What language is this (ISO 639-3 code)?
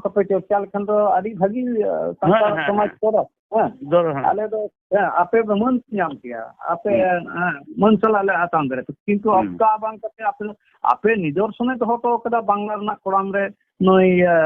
sat